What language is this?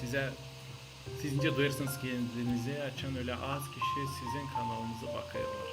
Gagauz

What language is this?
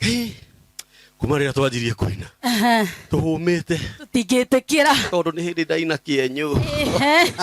Kikuyu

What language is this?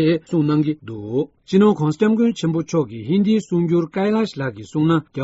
Tibetan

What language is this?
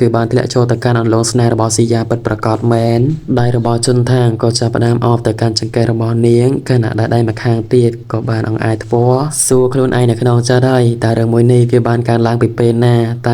Khmer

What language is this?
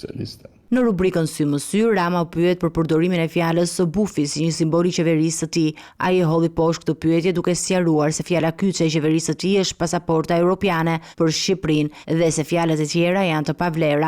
Albanian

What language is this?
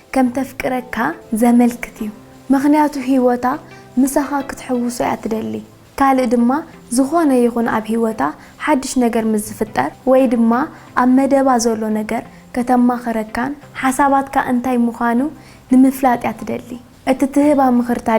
Tigrinya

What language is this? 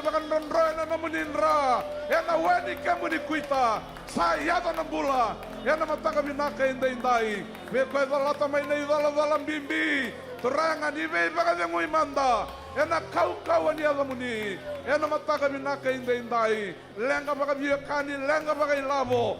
Fijian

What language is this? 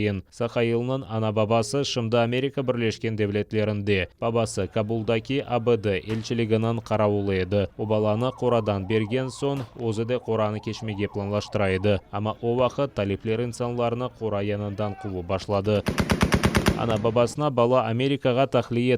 Crimean Tatar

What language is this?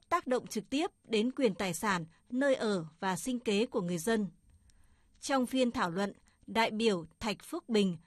Vietnamese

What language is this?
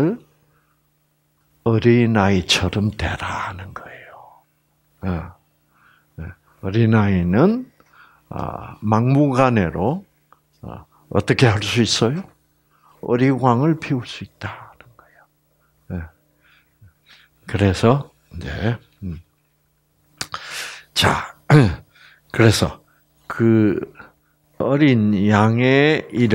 Korean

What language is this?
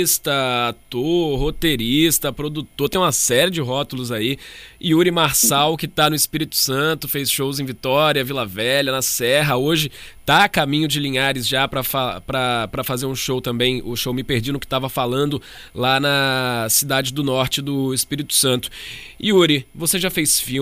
Portuguese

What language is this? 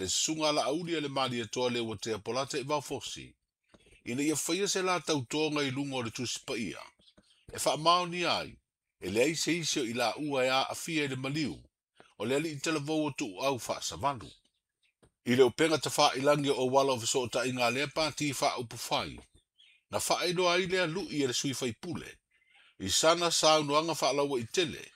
Samoan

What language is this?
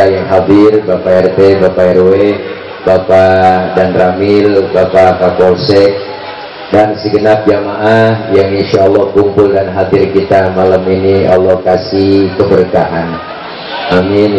Betawi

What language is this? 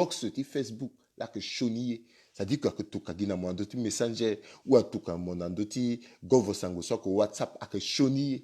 Sango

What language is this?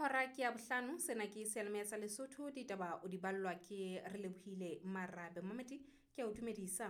Southern Sotho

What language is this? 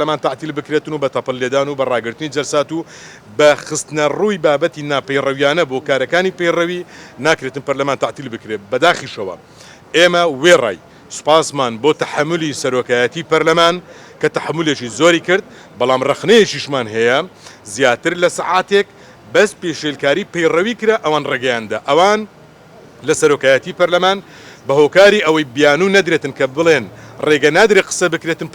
Central Kurdish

